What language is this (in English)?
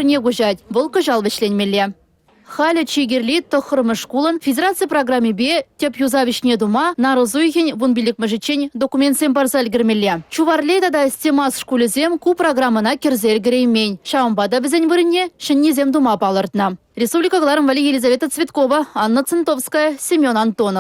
Chuvash